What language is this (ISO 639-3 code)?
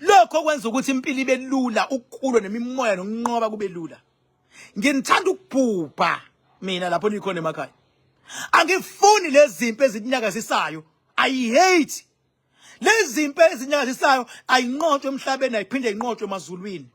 zul